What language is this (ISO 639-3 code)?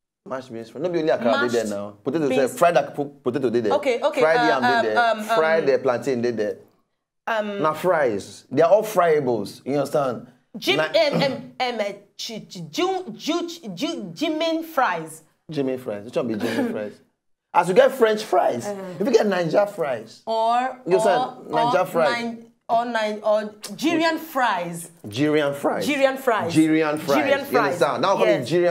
pcm